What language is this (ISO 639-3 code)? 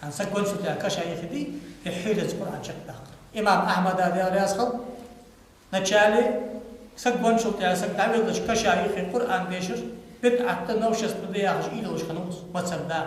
inh